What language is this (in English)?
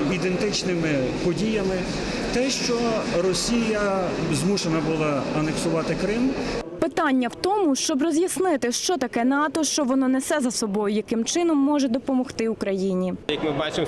Ukrainian